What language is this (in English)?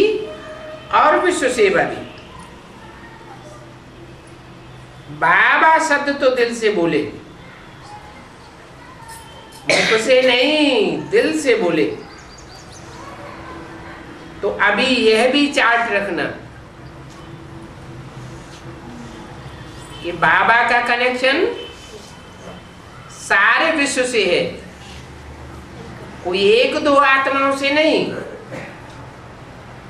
Hindi